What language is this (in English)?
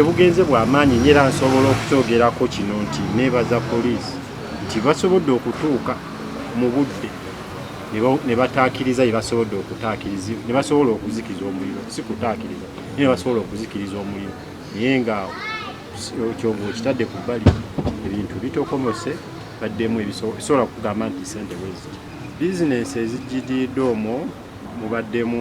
Ganda